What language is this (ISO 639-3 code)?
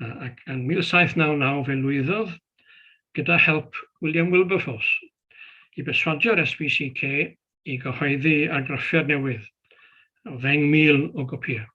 cym